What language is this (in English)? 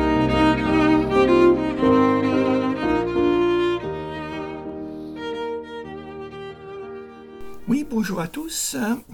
French